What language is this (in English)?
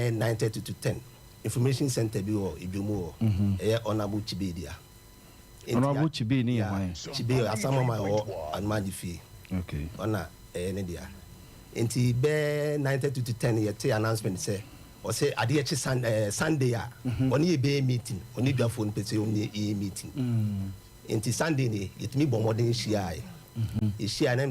Akan